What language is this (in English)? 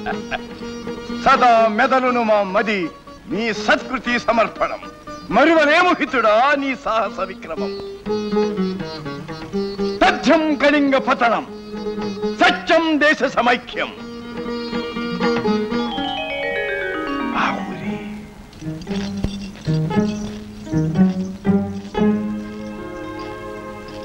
Telugu